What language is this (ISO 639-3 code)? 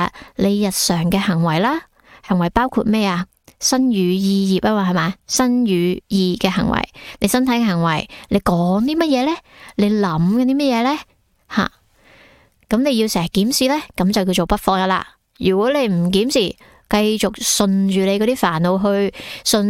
yue